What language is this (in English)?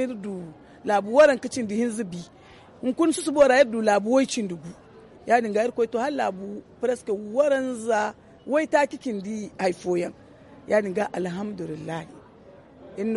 Zarma